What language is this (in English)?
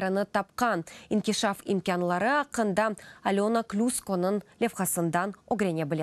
Crimean Tatar